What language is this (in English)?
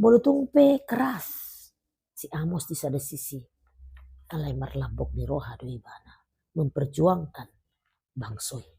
Batak Toba